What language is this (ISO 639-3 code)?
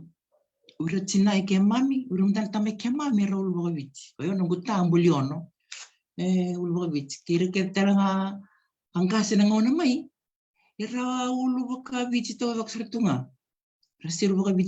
fij